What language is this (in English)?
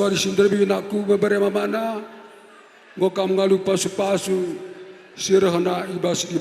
Batak Karo